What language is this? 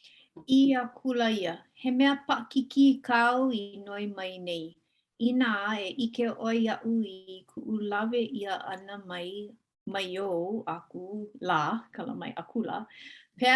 Hawaiian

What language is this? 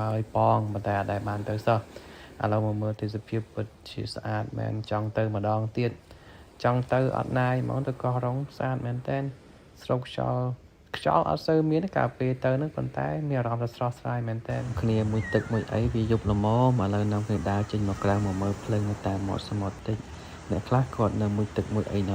Khmer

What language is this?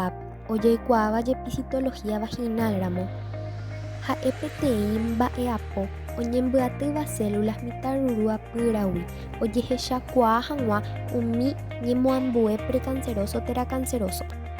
Guarani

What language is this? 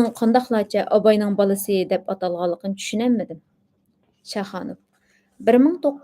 Uyghur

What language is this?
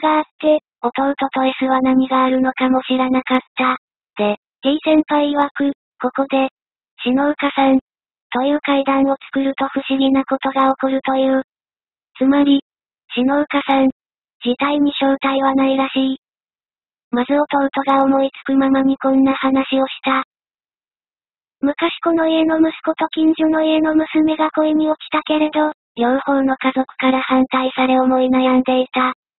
Japanese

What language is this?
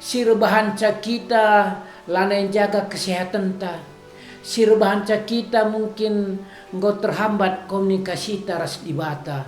Batak Karo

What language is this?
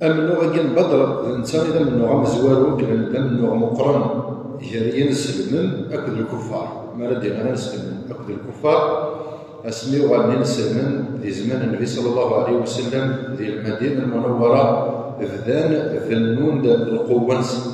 Kabyle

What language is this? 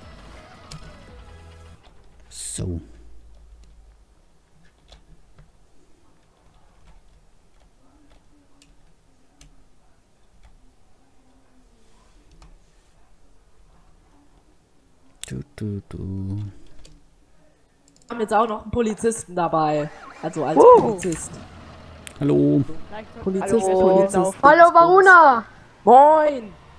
German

